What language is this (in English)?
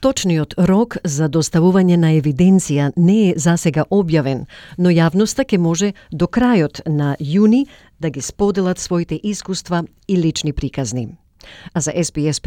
Macedonian